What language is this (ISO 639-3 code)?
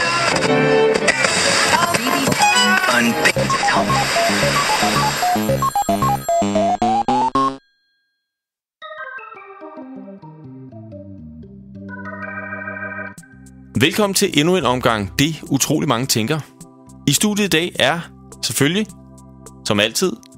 dan